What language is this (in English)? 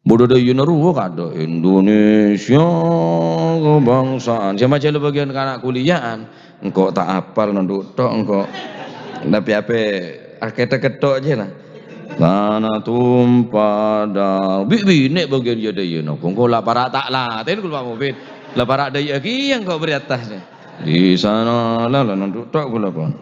Madurese